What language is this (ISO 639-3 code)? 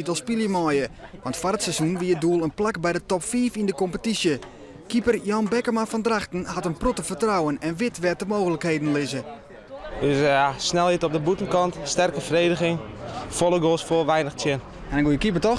fry